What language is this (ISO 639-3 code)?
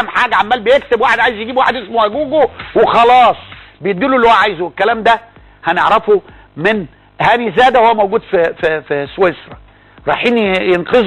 arz